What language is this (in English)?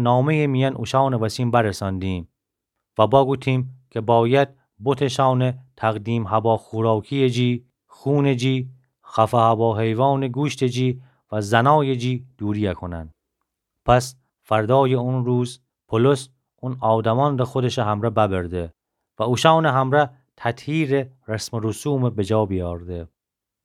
Gilaki